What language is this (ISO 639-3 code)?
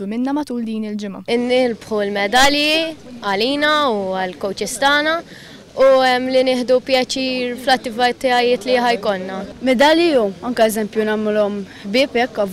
mlt